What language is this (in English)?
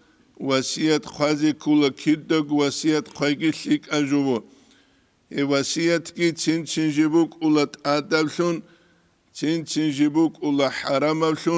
Avaric